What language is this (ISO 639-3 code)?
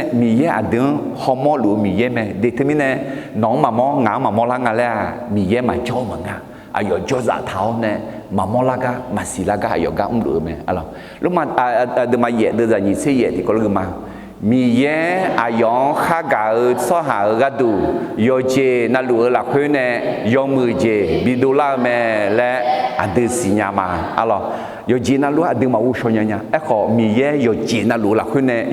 ahk